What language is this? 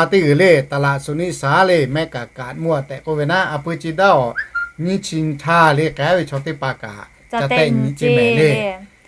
Lahu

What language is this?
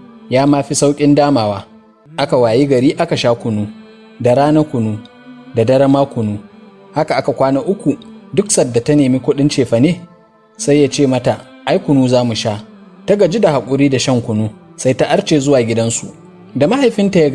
Hausa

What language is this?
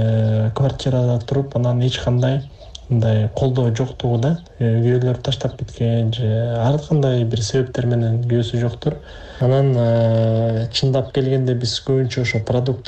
Kyrgyz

